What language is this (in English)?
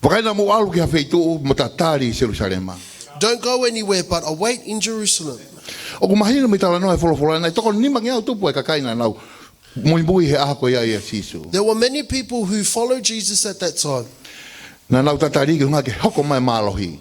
Tongan